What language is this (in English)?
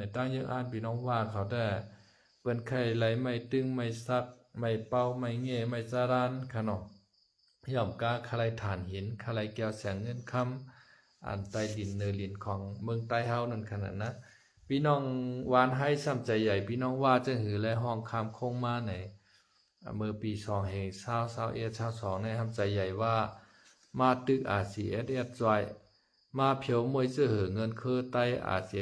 Shan